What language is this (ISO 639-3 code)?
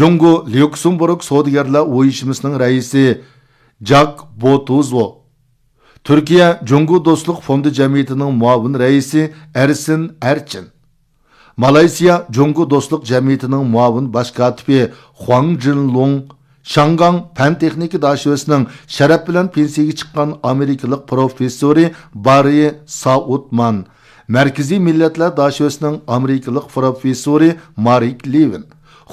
uig